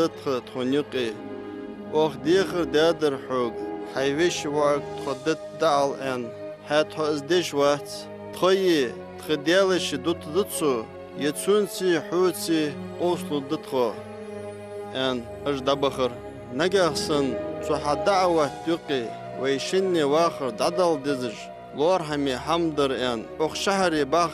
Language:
Ingush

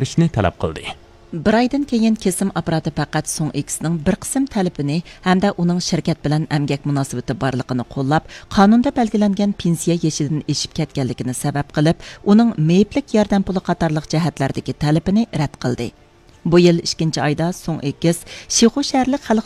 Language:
Uyghur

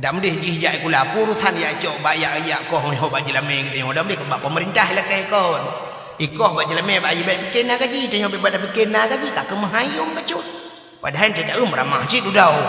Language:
Achinese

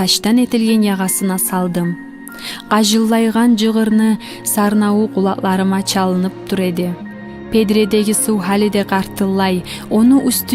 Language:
Kumyk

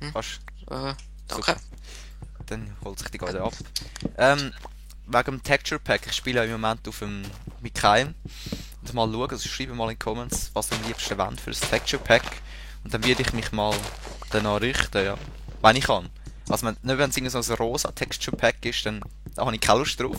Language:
Swiss German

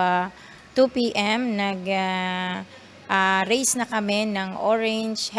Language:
Bikol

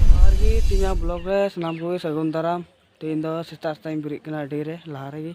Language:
Santali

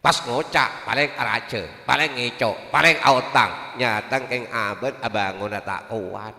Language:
Madurese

